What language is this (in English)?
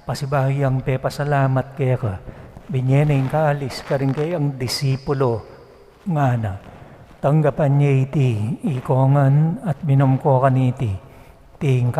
Pampanga